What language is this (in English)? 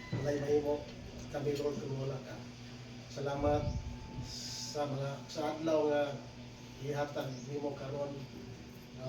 Cebuano